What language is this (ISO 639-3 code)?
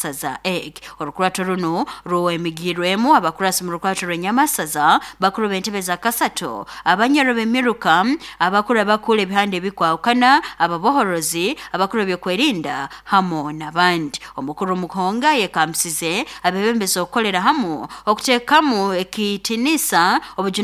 nyo